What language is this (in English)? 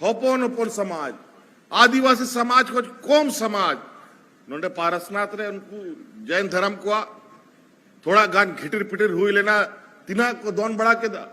Santali